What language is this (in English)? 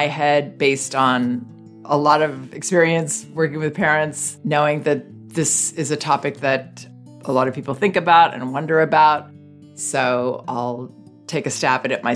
English